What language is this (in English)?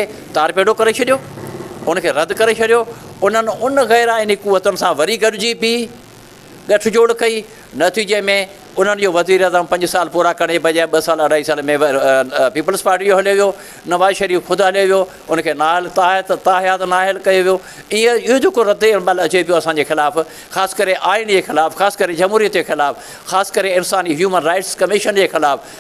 Sindhi